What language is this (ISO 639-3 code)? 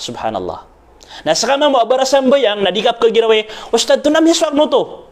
mrw